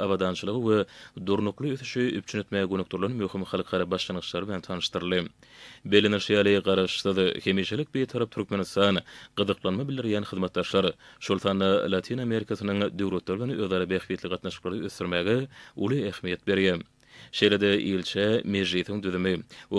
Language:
Turkmen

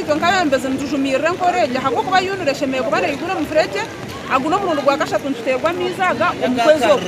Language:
Nyankole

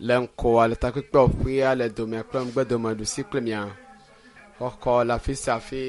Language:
Ewe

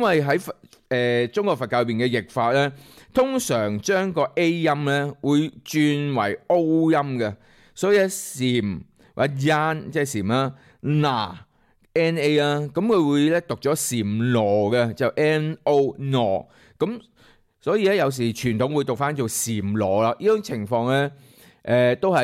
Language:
Cantonese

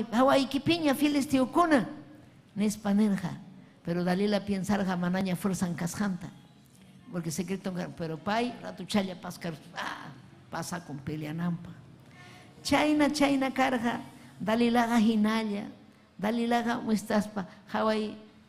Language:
Ayacucho Quechua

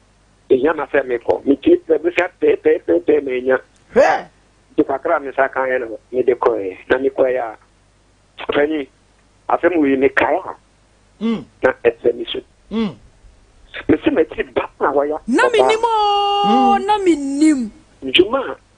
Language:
Akan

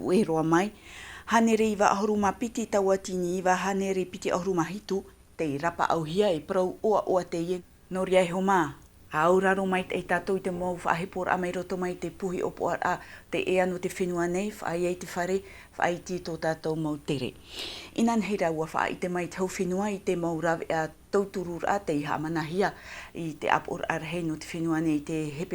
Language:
Tahitian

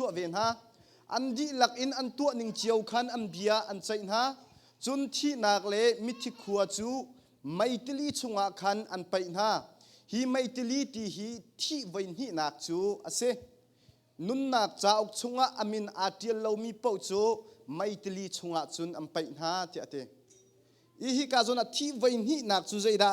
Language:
Hakha Chin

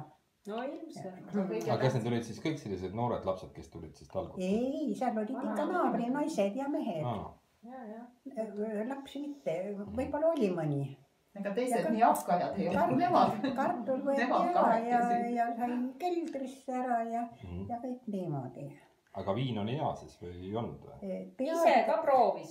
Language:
Estonian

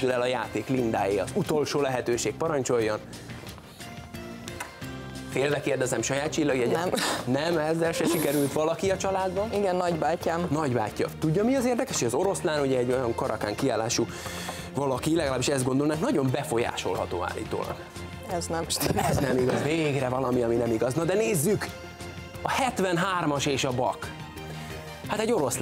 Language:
Hungarian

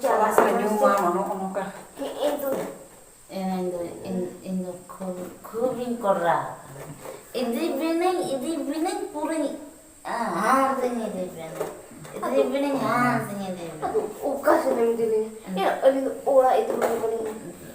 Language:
Santali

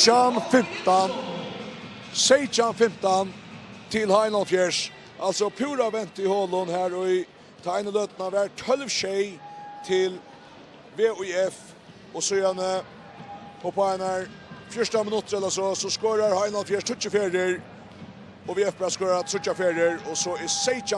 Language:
Faroese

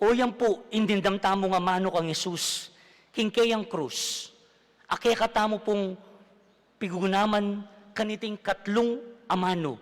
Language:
Pampanga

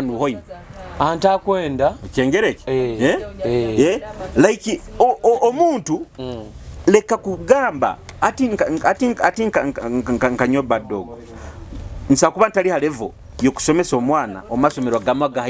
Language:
Nyoro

